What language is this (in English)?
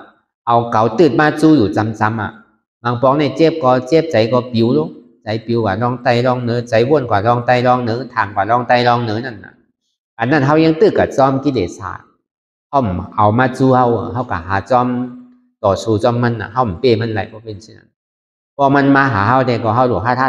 Shan